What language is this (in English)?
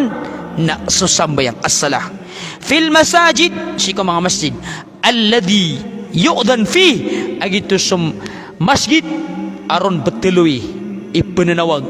Maranao